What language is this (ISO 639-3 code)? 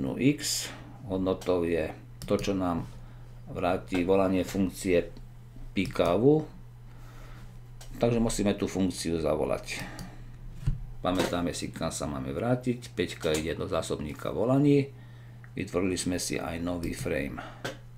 slk